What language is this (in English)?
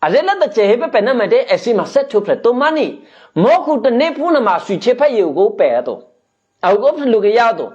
Eastern Kayah